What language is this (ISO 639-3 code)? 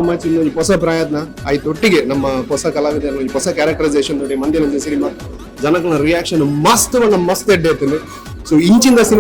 tcy